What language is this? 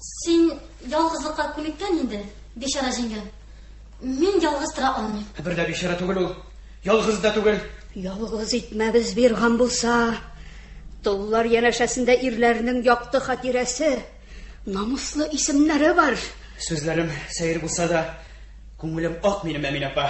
Tatar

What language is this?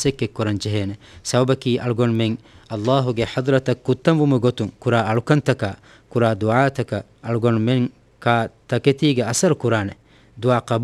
Divehi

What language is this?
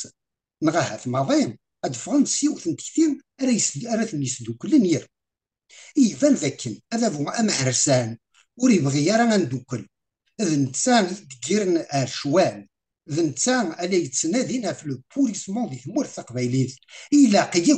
Kabyle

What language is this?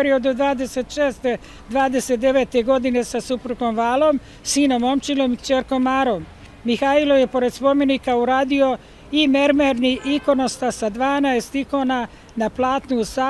Serbian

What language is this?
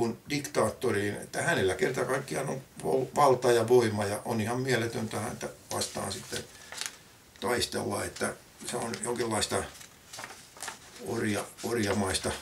Finnish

